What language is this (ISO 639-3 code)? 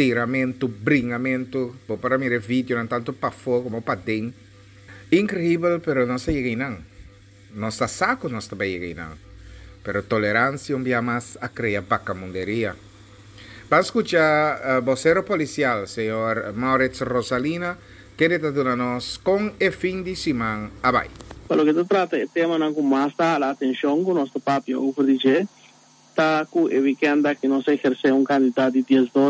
pap